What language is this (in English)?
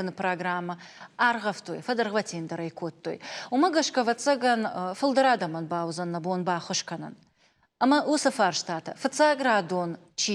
Ossetic